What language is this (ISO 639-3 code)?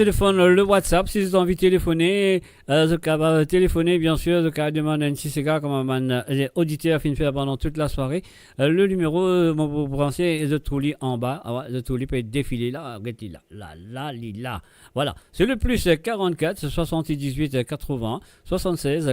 mfe